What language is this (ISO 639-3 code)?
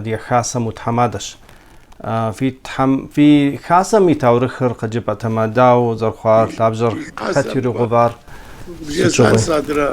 kbd